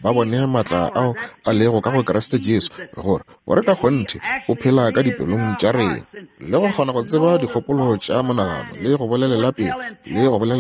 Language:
Northern Sotho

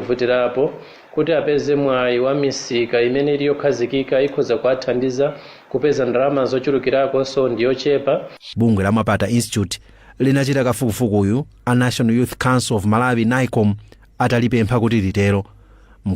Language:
Nyanja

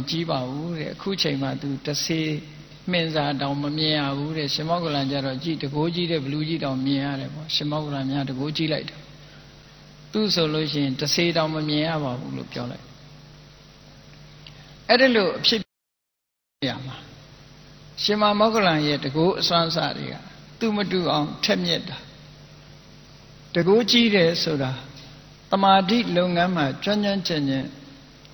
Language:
Burmese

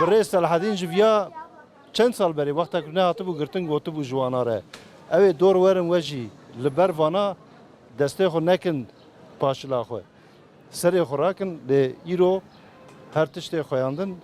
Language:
Kurdish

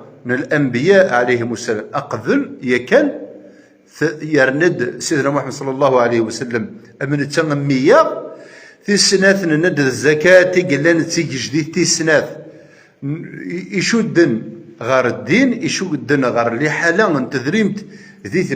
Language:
Kabyle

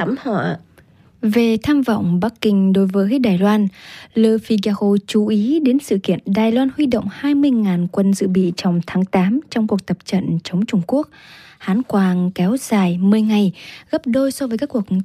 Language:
Vietnamese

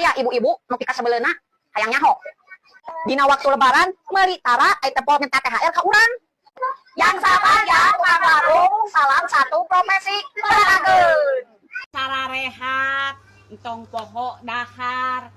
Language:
Sundanese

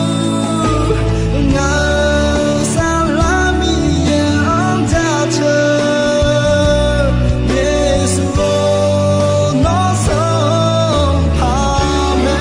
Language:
Akha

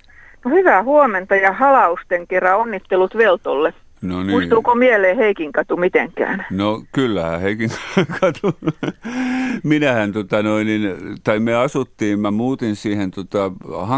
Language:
Finnish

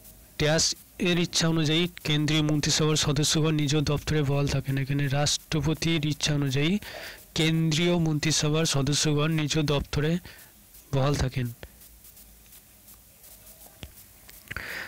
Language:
Bangla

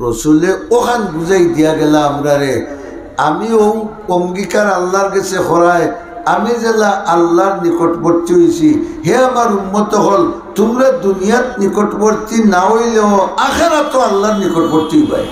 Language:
Sylheti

